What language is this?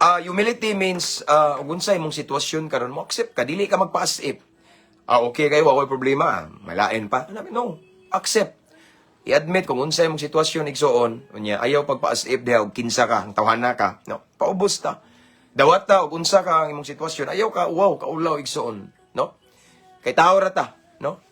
Cebuano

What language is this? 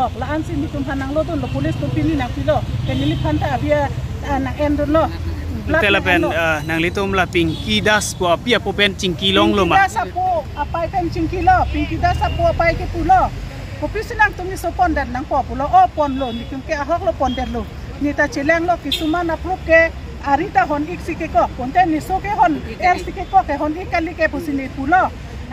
Karbi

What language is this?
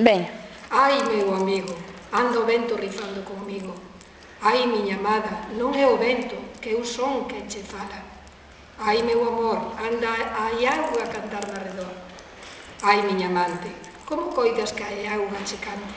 Galician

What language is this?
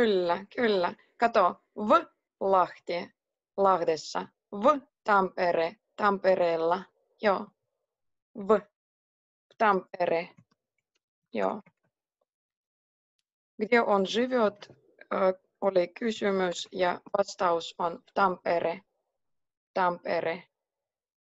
Finnish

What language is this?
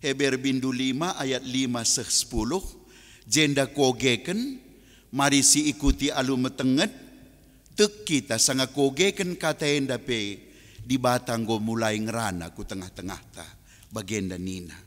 Batak Karo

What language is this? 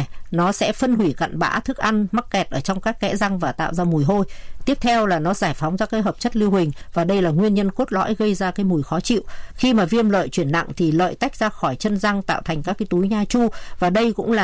Vietnamese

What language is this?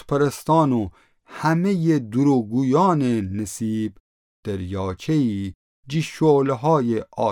Gilaki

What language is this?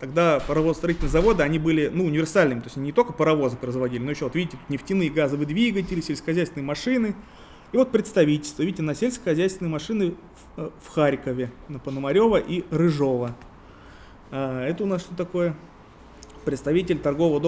Russian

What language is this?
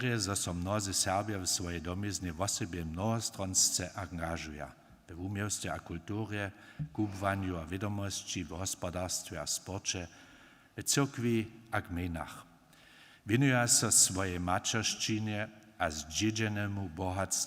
Upper Sorbian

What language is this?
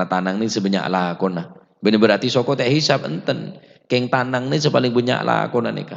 Madurese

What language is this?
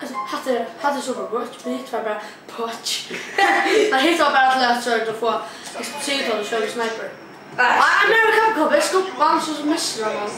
Faroese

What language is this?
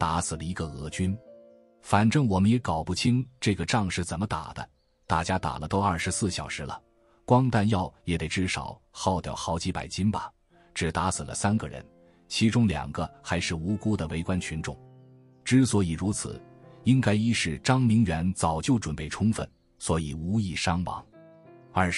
Chinese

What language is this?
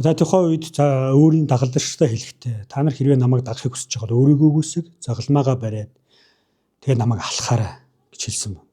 Mongolian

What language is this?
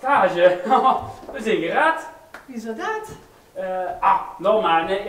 Limburgish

